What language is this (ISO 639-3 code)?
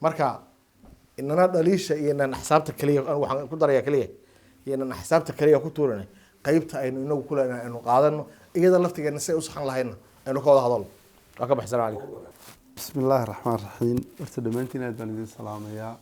som